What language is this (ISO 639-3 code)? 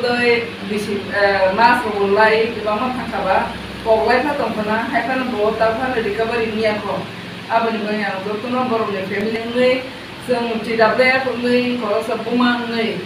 trp